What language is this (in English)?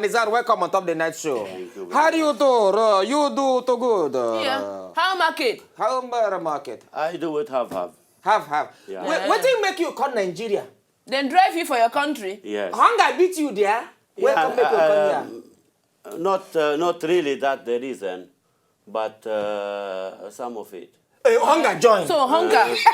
Nigerian Pidgin